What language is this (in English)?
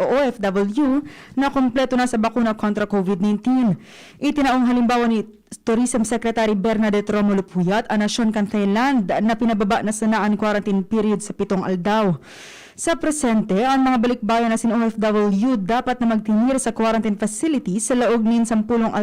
Bikol